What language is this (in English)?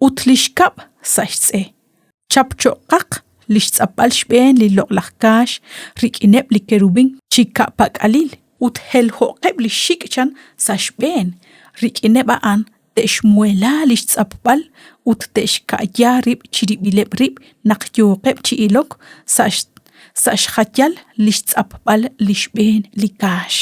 Kekchí